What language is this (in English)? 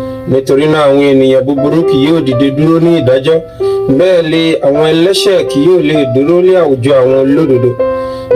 Yoruba